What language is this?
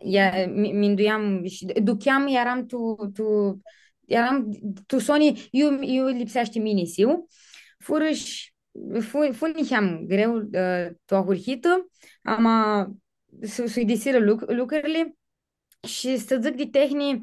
Aromanian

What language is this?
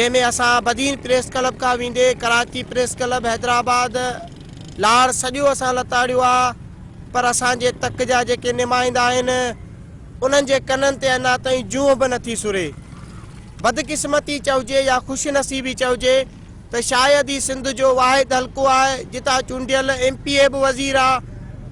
Sindhi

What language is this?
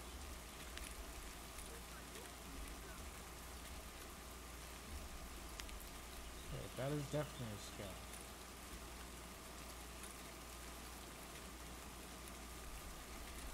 English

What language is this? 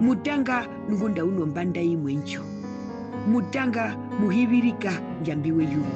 Herero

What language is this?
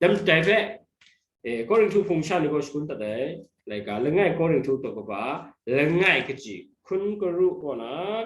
Kachin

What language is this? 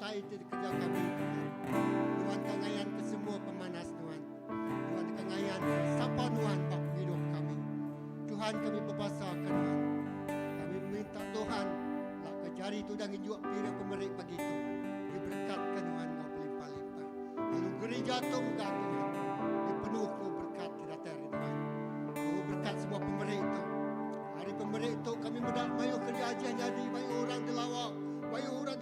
Iban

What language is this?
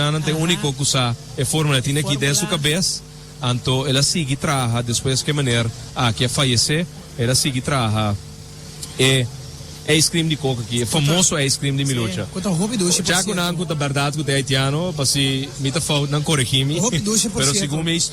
Papiamento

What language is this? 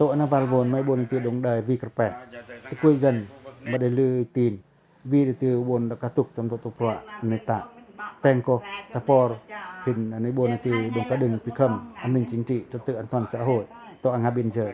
Pacoh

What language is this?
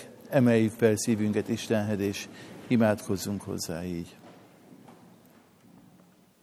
Hungarian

